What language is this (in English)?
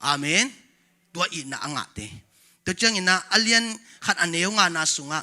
Tedim Chin